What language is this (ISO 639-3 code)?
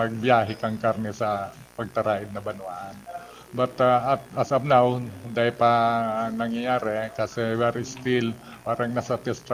bik